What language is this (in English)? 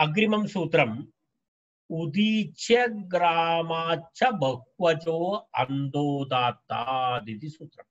Sanskrit